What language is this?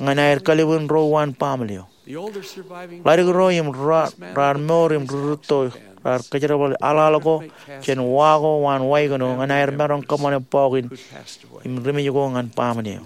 Marshallese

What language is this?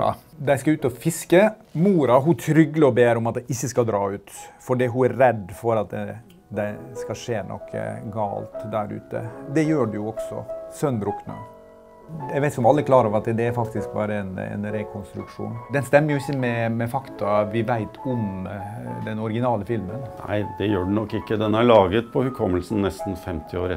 Norwegian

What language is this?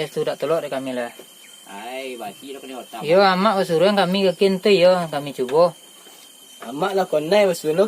Minangkabau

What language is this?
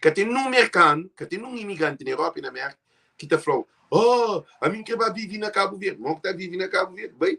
Kabuverdianu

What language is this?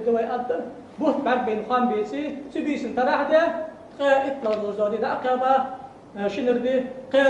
Ingush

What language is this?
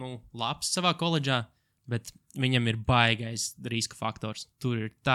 Latvian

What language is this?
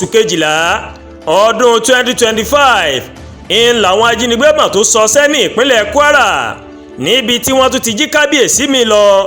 Yoruba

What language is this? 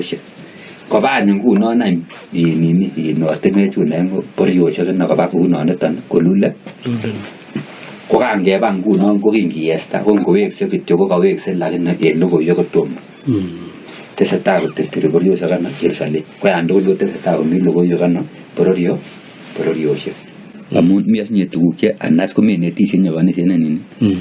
Kalenjin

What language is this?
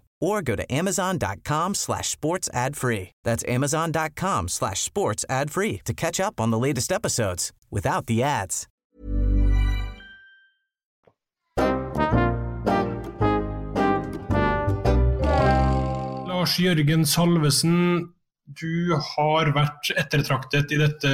Norwegian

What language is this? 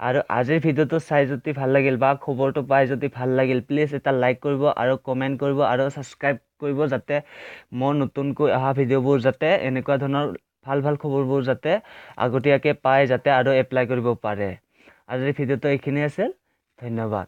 Assamese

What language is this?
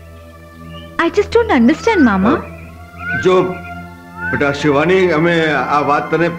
Gujarati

